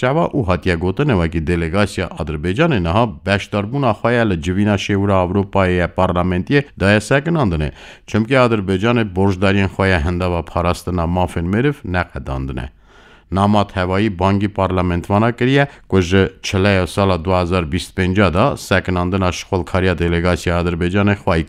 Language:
Kurdish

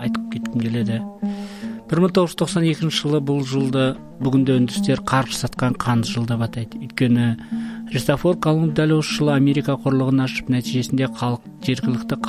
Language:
Kazakh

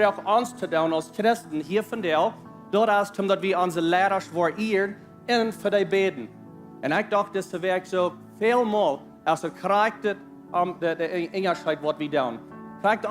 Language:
Plautdietsch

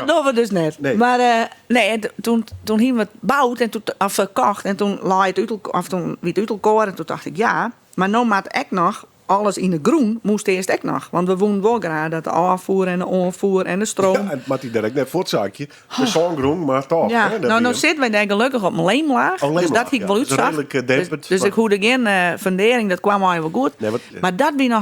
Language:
Western Frisian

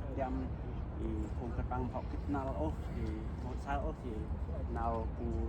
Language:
Central Mnong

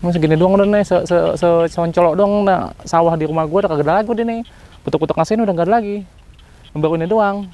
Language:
Betawi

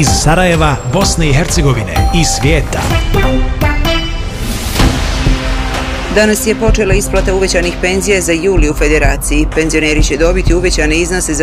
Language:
Bosnian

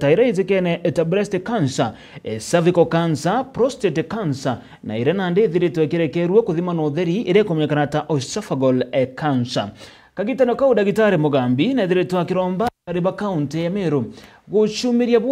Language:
Meru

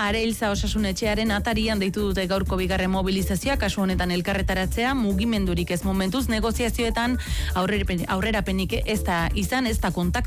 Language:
Basque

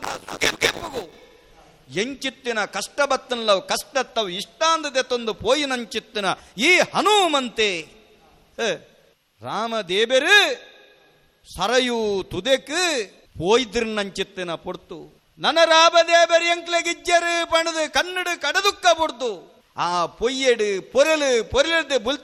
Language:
Tulu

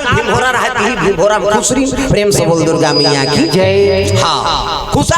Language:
Chhattisgarhi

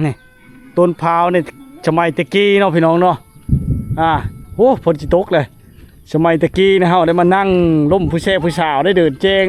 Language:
Lao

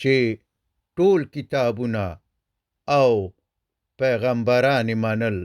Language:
Pashto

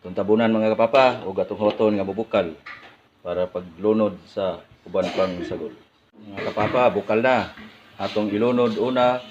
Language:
Cebuano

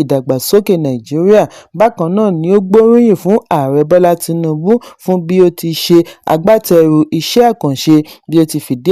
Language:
Yoruba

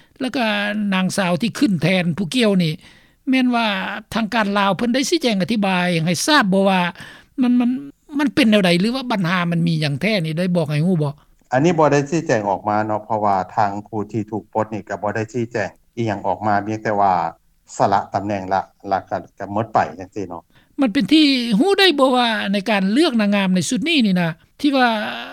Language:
Lao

